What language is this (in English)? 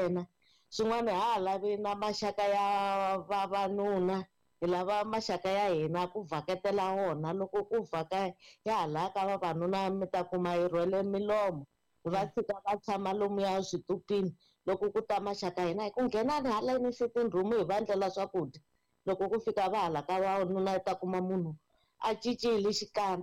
Tsonga